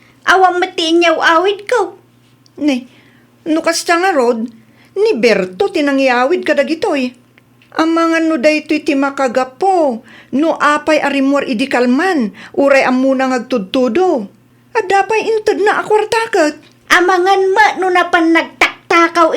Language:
Iloko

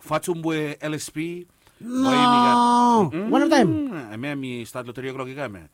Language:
Bislama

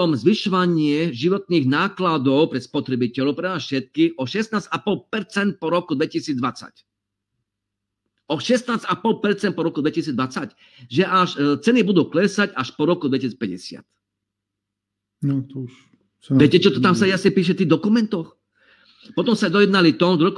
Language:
Slovak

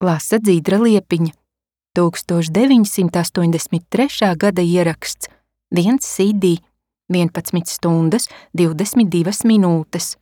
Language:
Latvian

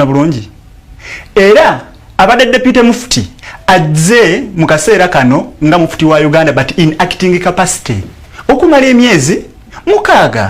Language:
Ganda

